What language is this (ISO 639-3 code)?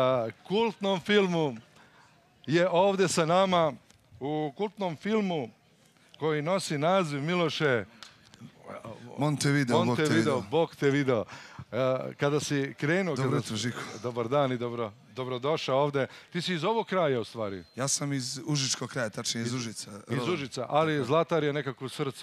srp